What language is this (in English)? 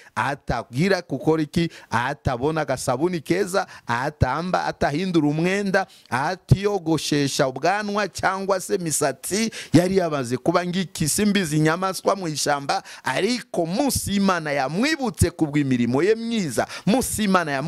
Kinyarwanda